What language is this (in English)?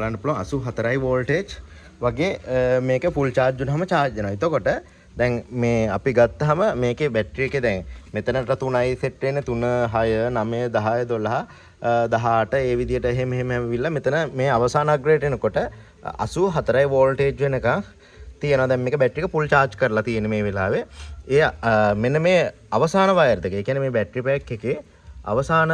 Sinhala